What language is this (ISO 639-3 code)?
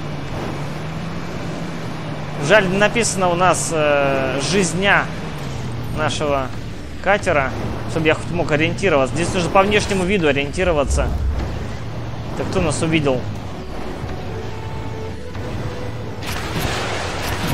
rus